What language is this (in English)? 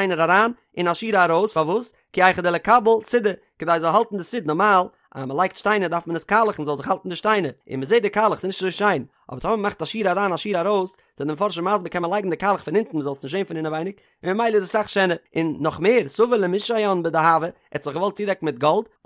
Yiddish